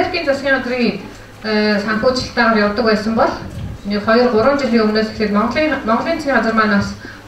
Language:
Mongolian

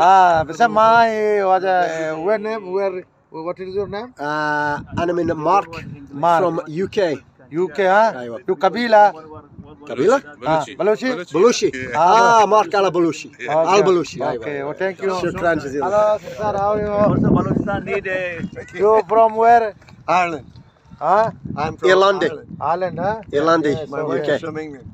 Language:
Baluchi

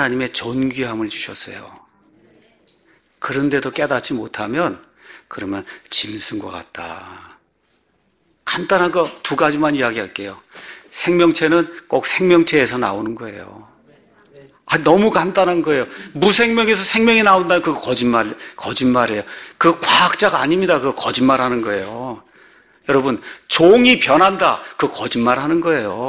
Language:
Korean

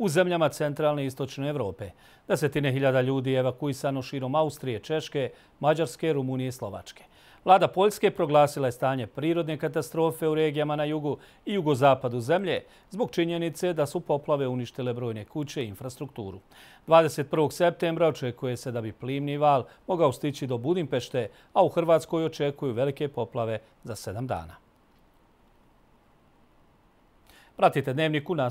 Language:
Bosnian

